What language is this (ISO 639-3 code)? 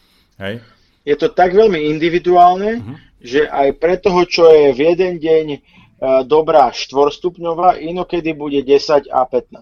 slk